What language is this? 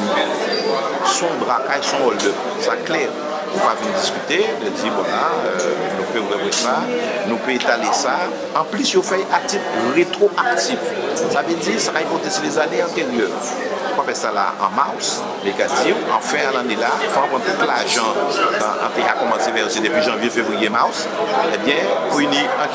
Guadeloupean Creole French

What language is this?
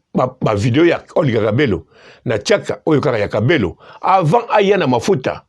Lingala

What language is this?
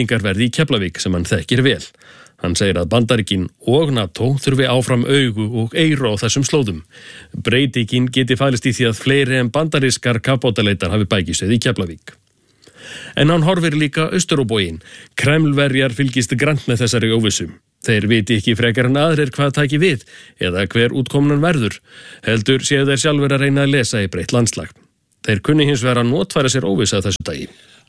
Icelandic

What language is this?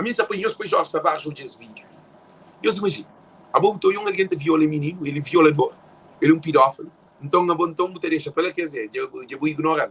Kabuverdianu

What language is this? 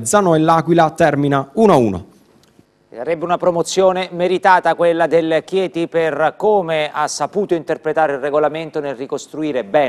Italian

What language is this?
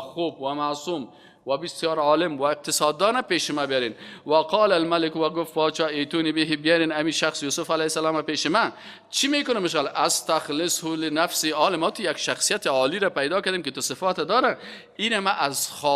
Persian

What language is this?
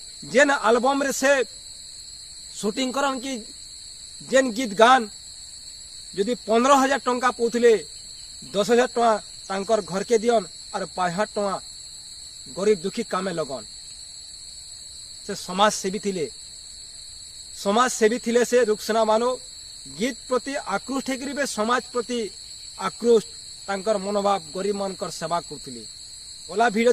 Sambalpuri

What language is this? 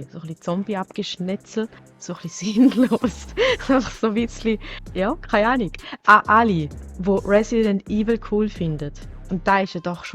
Swiss German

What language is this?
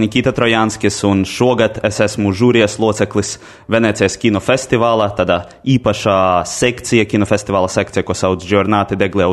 Latvian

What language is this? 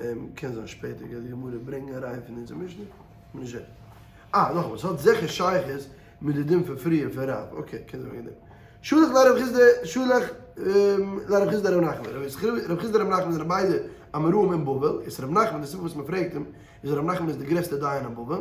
Yiddish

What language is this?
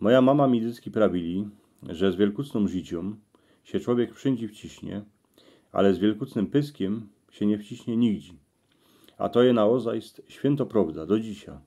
Silesian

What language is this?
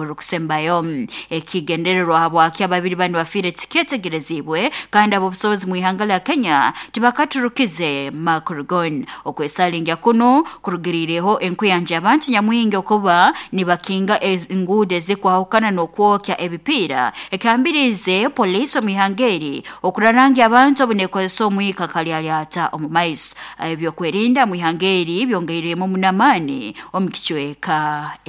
Nyankole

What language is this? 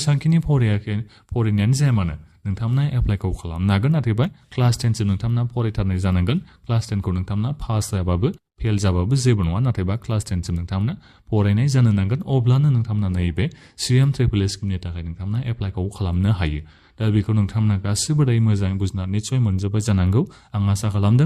Bodo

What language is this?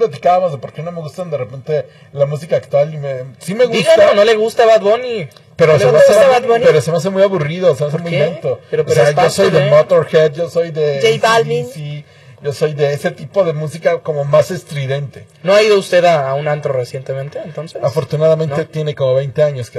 Spanish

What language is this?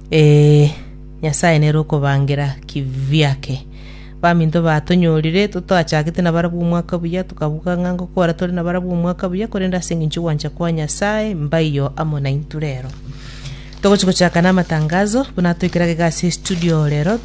Gusii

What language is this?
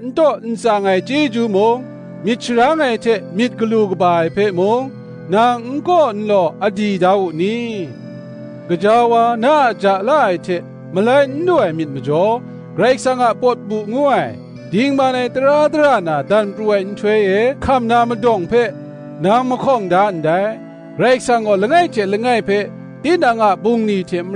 Kachin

